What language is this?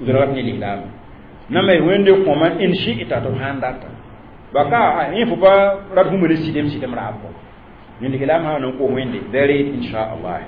Mossi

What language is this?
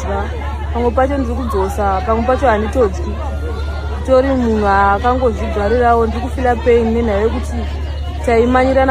Shona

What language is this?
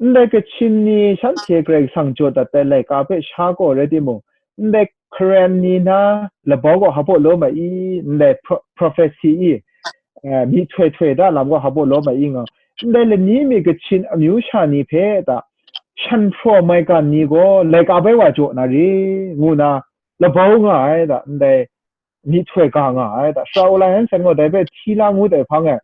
Kachin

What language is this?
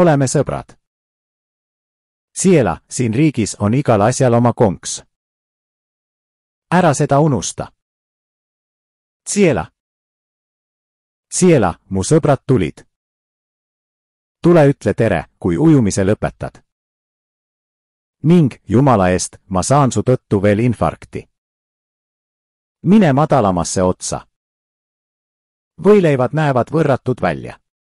Estonian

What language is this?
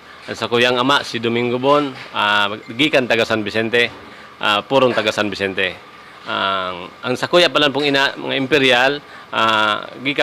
Bikol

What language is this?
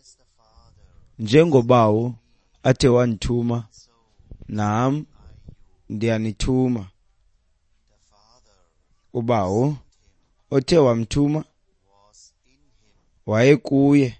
Xhosa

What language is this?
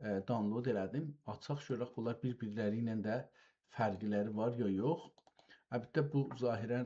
South Azerbaijani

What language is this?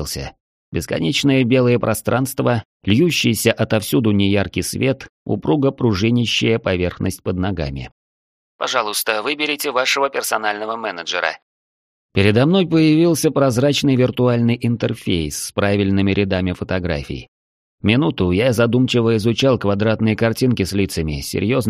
Russian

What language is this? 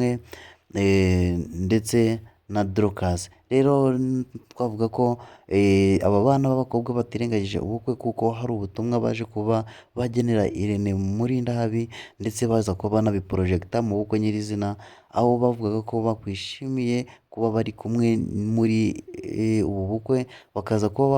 Kinyarwanda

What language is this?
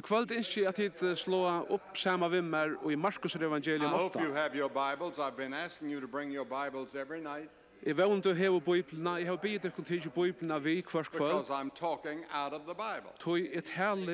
Faroese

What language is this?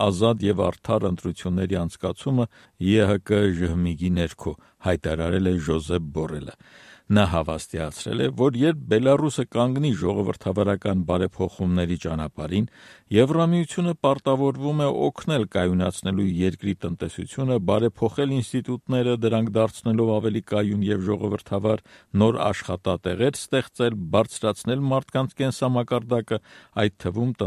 Armenian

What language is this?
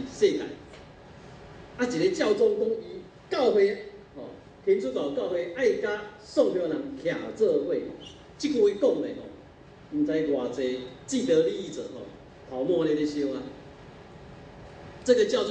Min Nan Chinese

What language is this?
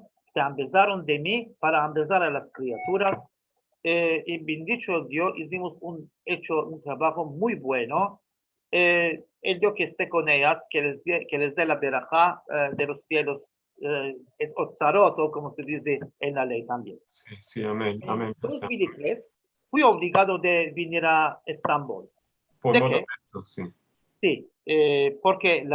Ladino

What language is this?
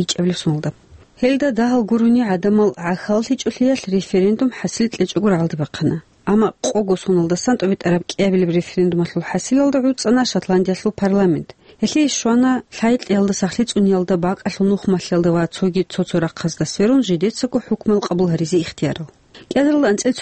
Avaric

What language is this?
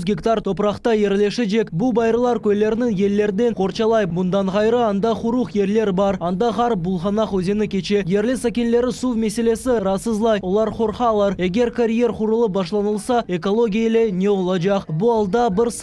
Crimean Tatar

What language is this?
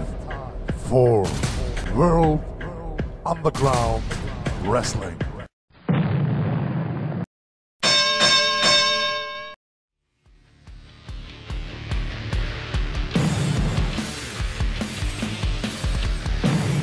German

